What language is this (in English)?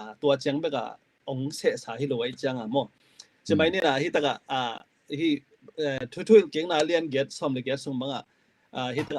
Tedim Chin